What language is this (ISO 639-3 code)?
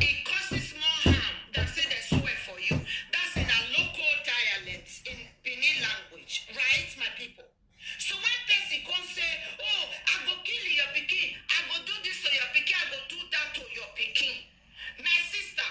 pcm